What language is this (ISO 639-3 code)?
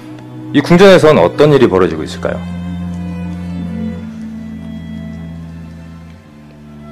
kor